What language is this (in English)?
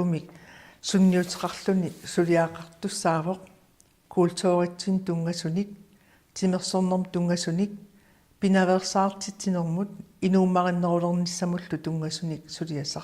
Kalaallisut